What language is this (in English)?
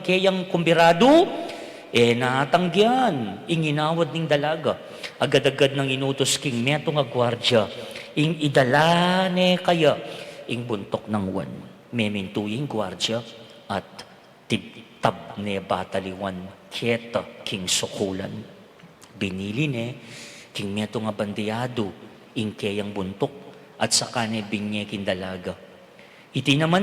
Pampanga